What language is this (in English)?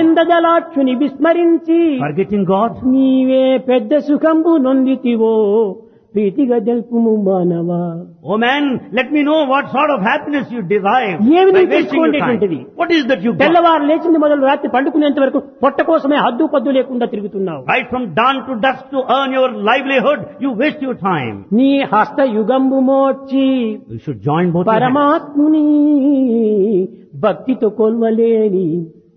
Telugu